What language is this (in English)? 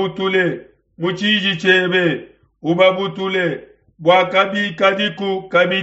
Luba-Lulua